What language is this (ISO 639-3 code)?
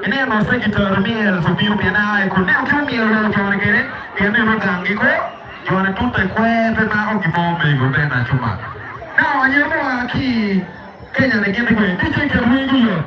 ach